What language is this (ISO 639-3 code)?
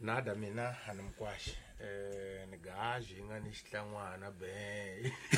tso